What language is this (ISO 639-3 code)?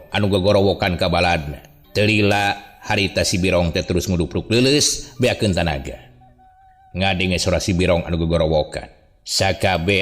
sun